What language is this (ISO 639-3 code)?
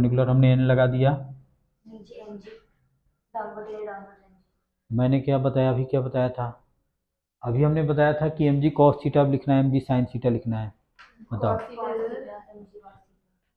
hin